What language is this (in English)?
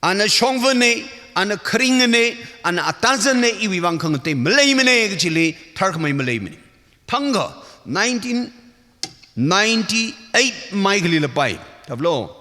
Tangkhul Naga (India)